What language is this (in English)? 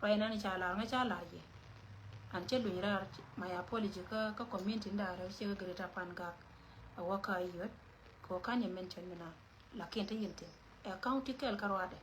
Nuer